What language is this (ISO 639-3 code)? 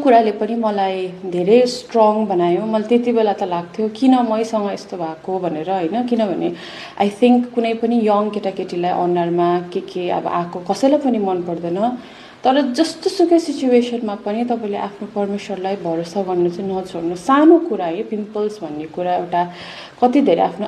nep